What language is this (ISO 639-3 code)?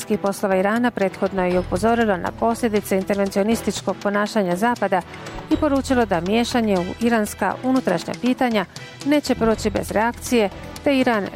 bos